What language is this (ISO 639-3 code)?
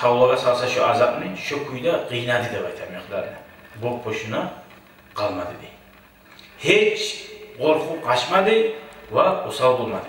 kum